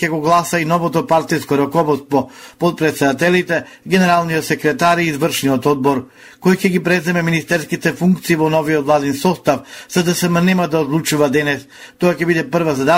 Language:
Macedonian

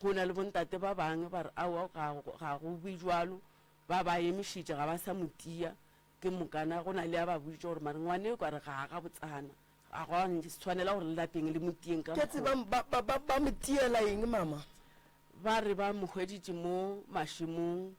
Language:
Northern Sotho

